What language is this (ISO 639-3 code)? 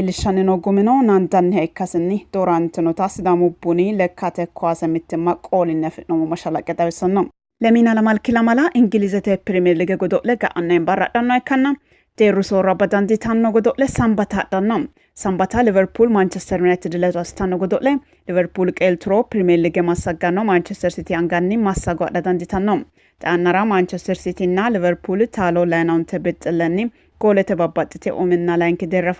sid